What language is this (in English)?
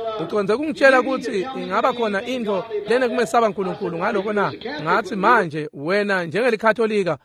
Swati